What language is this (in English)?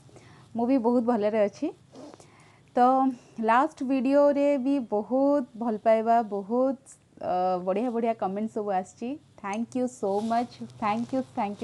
Odia